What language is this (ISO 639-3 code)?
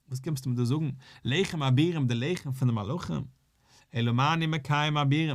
yid